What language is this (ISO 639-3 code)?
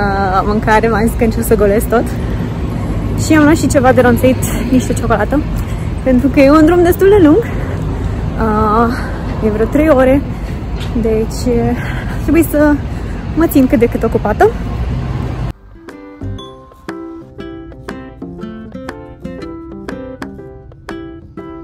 ron